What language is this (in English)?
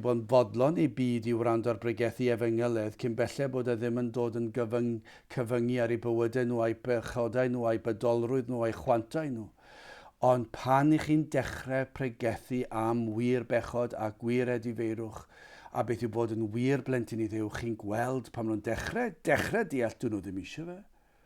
Welsh